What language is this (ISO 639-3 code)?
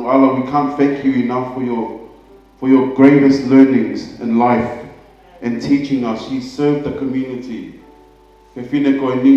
ton